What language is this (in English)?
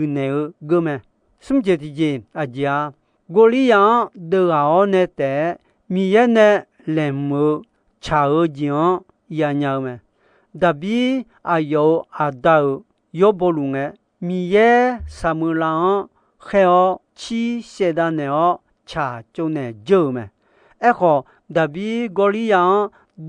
Akha